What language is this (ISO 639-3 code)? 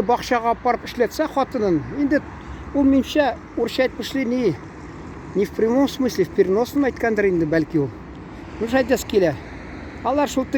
tat